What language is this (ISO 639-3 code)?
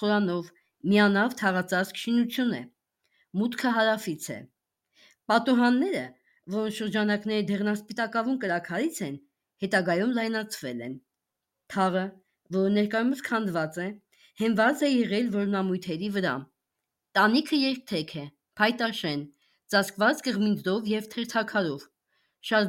hye